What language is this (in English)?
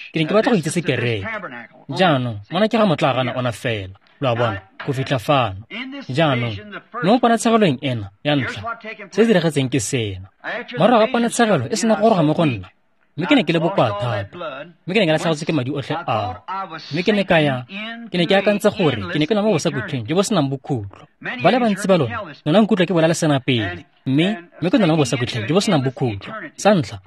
Tswana